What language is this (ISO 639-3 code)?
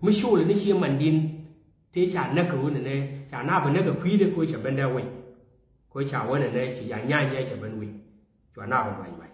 nus